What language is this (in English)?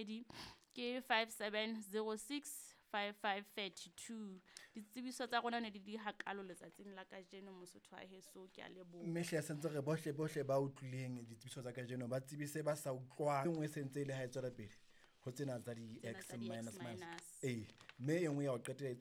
Southern Sotho